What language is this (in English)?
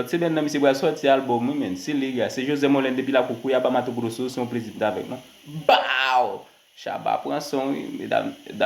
Haitian Creole